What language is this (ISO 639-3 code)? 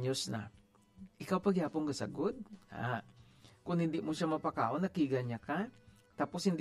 hil